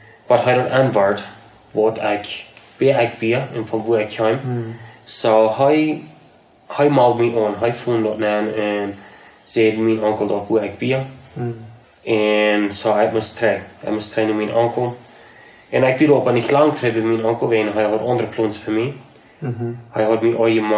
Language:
Plautdietsch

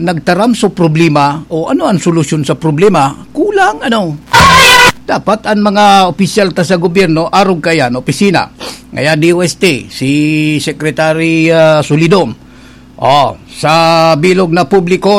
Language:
Bikol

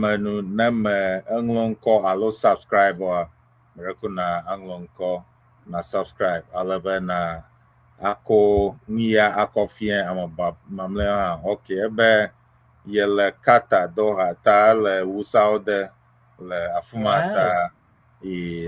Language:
Ewe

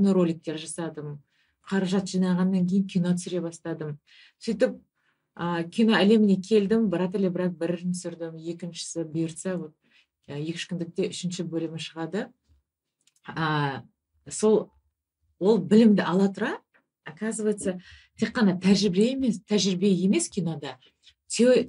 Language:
Kazakh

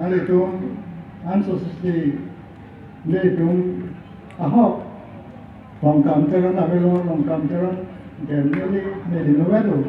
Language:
Karbi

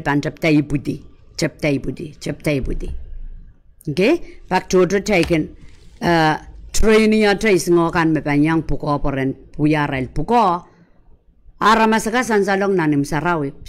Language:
Pohnpeian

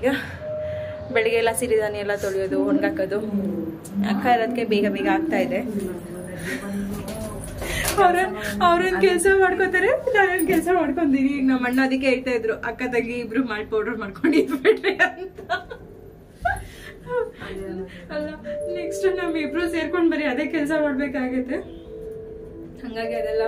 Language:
Kannada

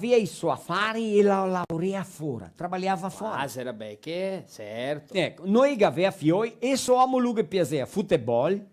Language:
Venetian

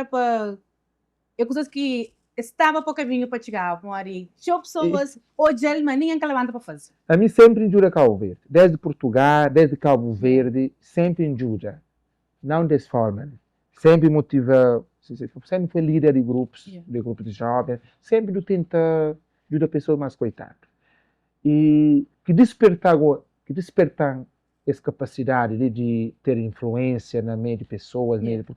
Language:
Kabuverdianu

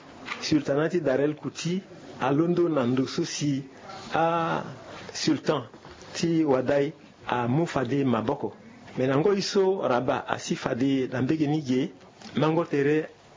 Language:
Sango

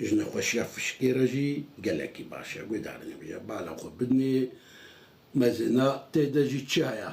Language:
Kurdish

